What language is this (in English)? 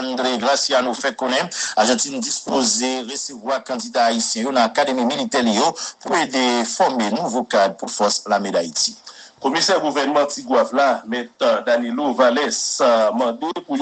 Haitian Creole